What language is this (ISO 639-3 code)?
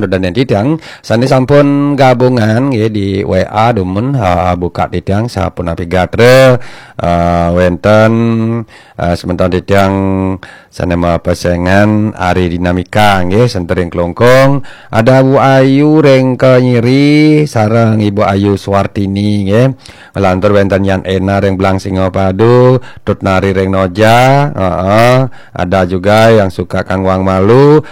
ban